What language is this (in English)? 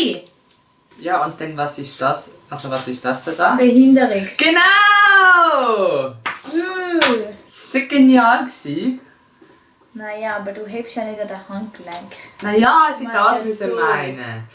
Swiss German